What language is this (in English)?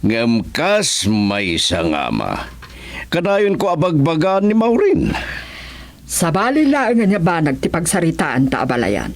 Iloko